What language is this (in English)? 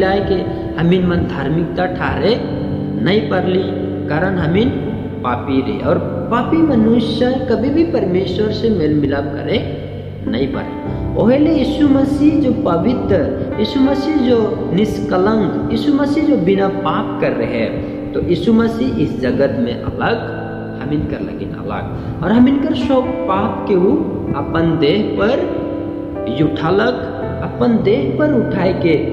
Sadri